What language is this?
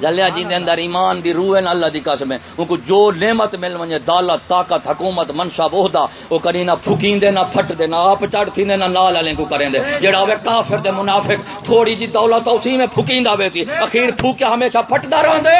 Saraiki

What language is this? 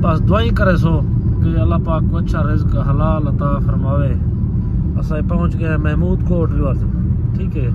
Saraiki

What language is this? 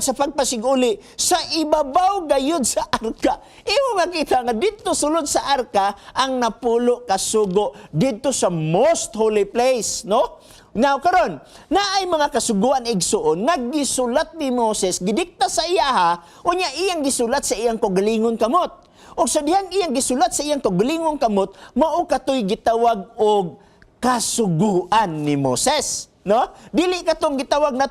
Cebuano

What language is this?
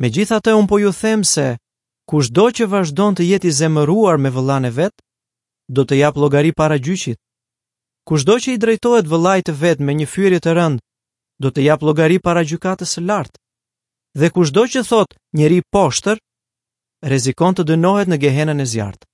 Albanian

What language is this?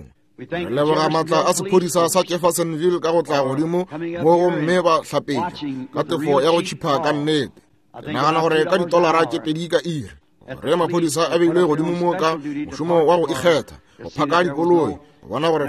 Northern Sotho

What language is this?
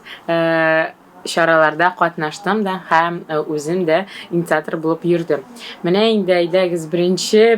Tatar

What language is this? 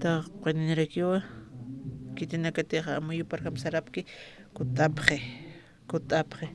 Aymara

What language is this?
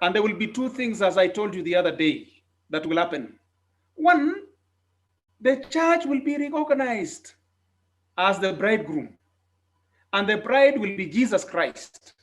Kalenjin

